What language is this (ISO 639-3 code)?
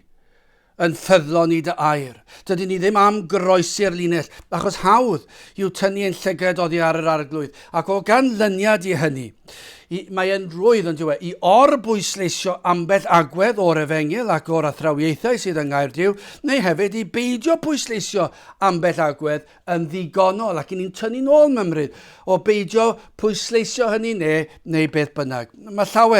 cym